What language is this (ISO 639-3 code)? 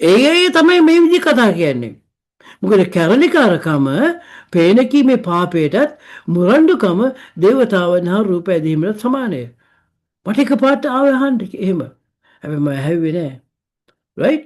sin